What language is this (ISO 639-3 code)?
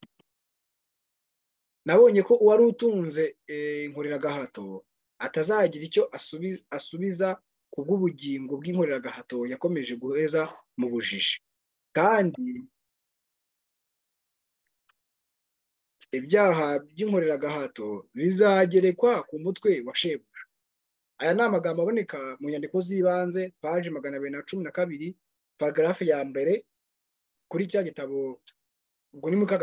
kin